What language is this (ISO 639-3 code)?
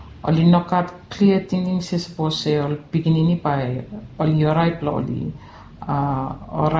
bis